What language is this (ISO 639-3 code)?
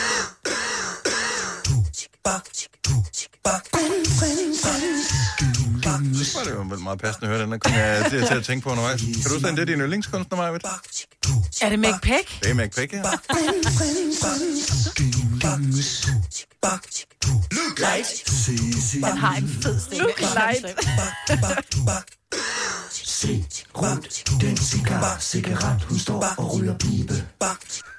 dan